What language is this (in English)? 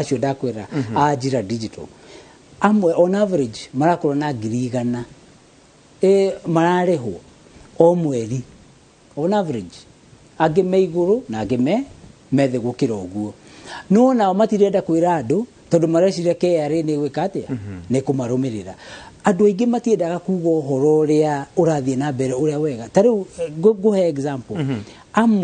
Kikuyu